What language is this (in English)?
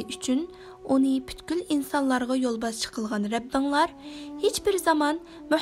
Uyghur